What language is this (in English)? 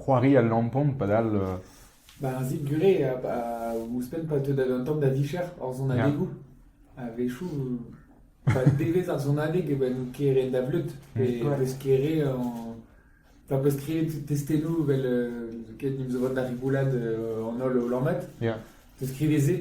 Breton